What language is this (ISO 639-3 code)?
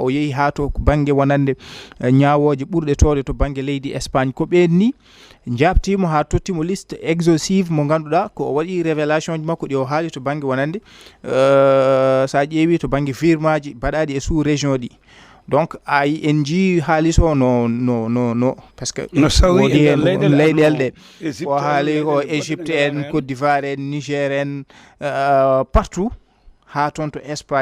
ful